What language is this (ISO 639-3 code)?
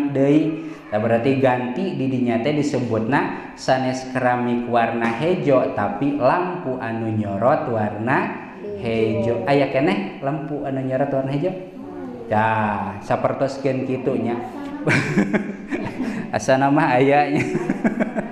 sun